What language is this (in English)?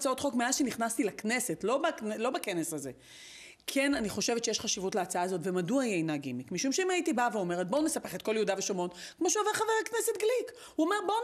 Hebrew